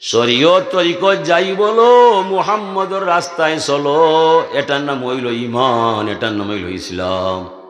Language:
Sylheti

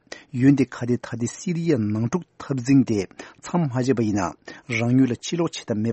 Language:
Tibetan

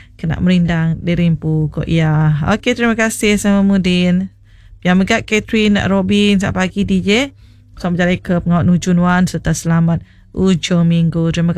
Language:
Iban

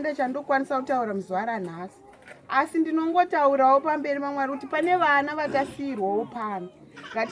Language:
Shona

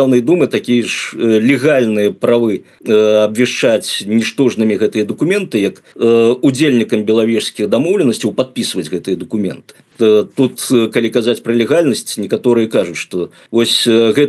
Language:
Belarusian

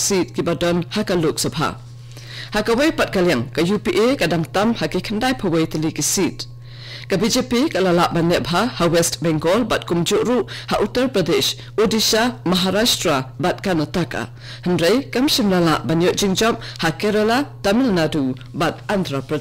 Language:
Khasi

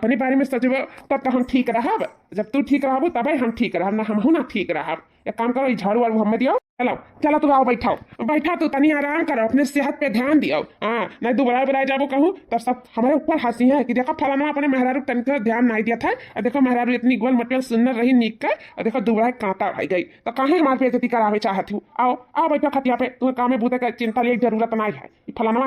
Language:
Awadhi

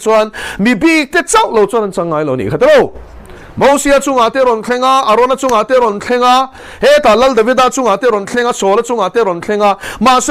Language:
Mizo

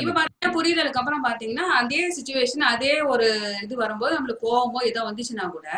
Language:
Tamil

